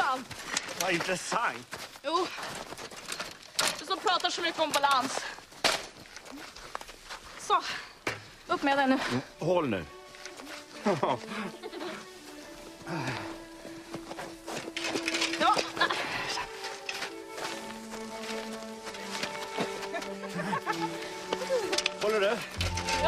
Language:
Swedish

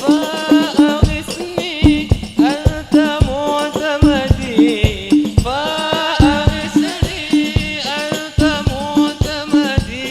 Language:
Madurese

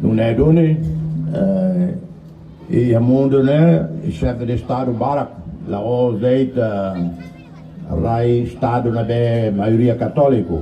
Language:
Tetum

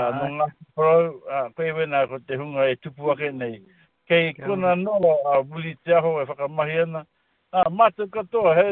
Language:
Māori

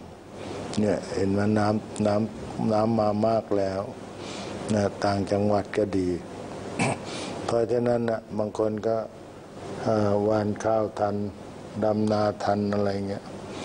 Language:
Thai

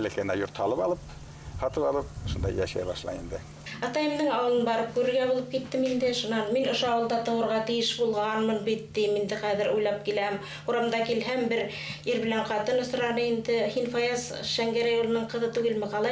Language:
Bashkir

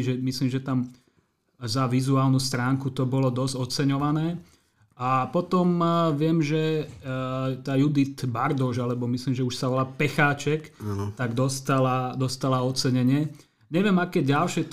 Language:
Slovak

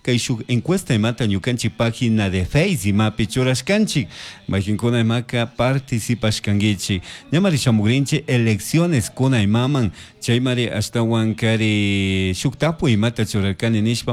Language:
Chimborazo Highland Quichua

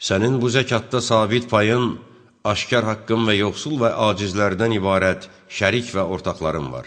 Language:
Azerbaijani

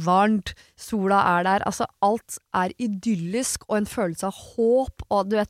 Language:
Norwegian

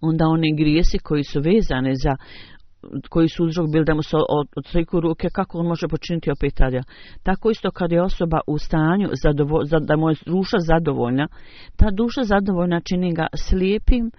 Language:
Bosnian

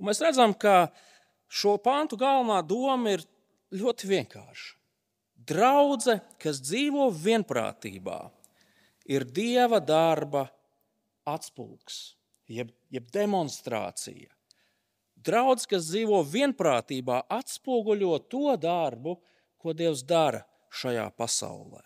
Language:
Latvian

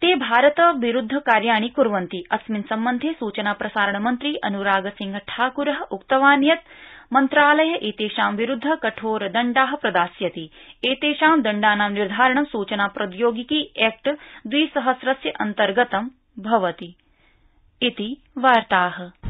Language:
Sanskrit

